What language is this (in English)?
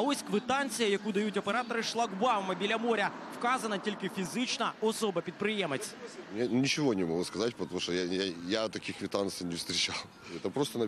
Ukrainian